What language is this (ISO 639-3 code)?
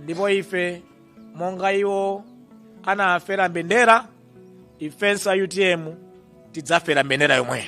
nya